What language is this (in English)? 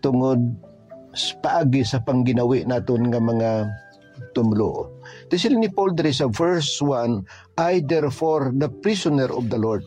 Hiligaynon